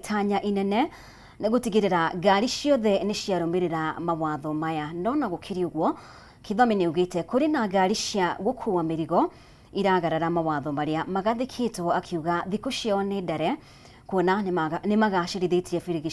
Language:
Kikuyu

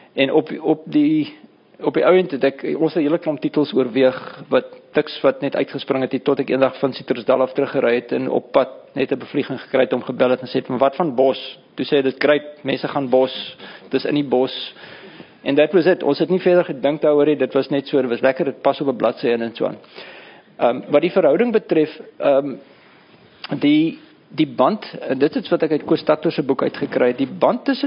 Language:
Afrikaans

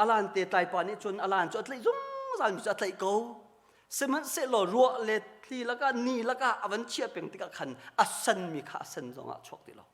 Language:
Hakha Chin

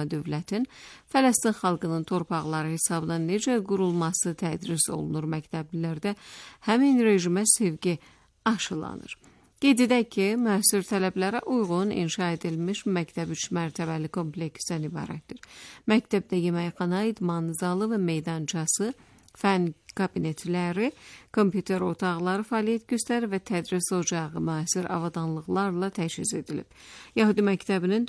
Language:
Azerbaijani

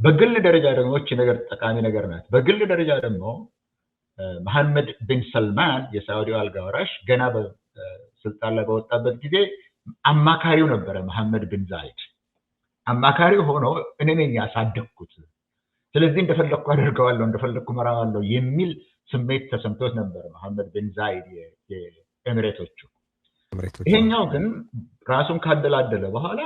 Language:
Amharic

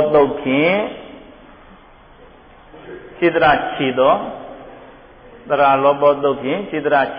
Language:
Burmese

